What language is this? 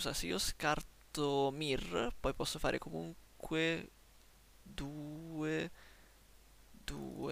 Italian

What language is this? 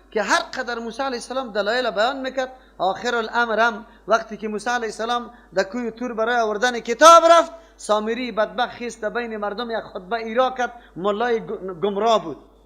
Persian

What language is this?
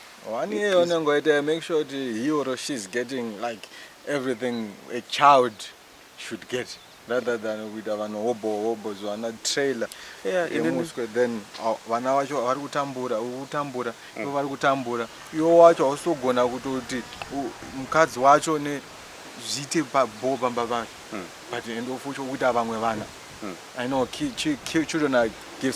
Shona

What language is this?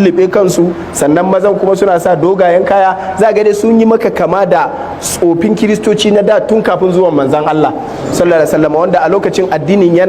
Hausa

